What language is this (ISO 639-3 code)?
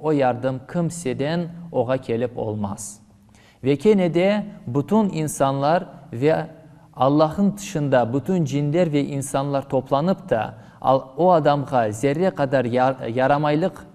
crh